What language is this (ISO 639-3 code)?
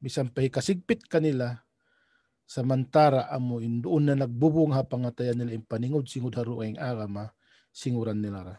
tsg